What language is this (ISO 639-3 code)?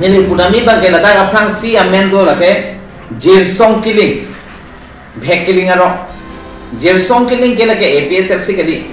mjw